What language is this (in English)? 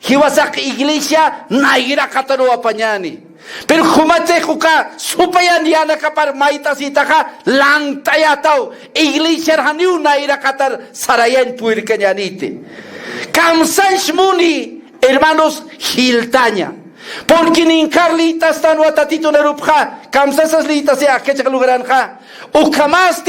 Aymara